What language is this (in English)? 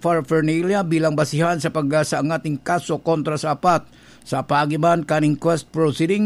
Bikol